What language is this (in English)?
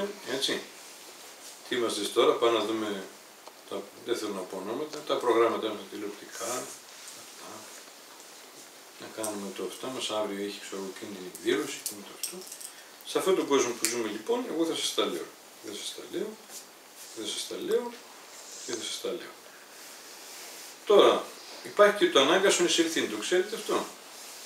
Greek